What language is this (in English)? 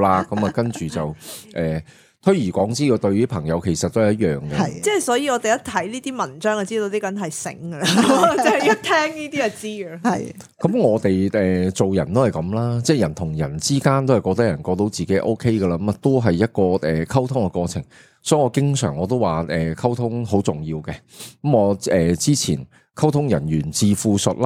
Cantonese